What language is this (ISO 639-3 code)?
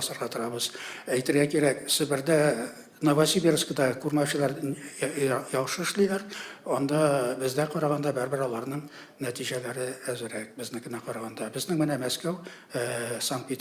tat